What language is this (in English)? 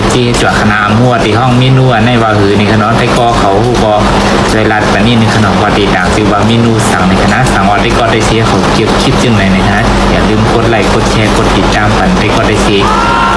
Shan